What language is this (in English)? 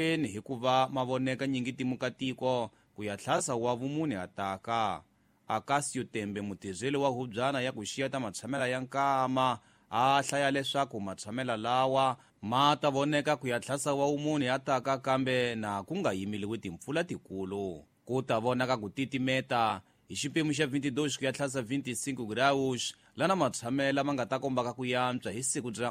Tsonga